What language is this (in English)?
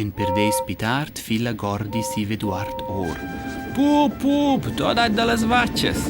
Romansh